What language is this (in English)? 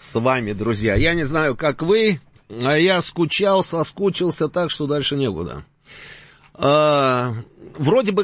Russian